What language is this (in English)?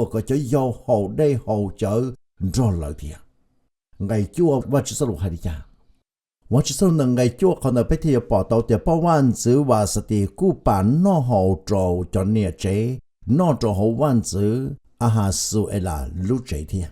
Hmong